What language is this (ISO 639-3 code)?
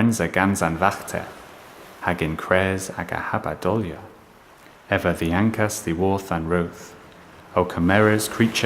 cor